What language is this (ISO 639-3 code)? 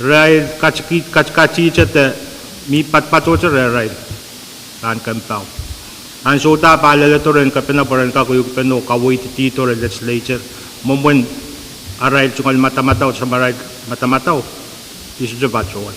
pon